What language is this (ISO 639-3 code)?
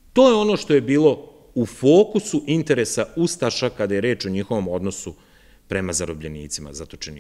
srp